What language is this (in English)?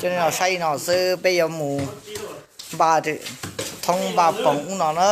Hmong